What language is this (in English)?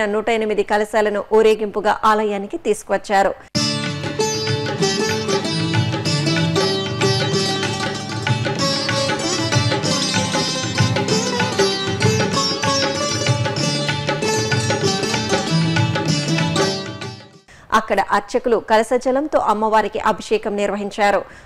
Telugu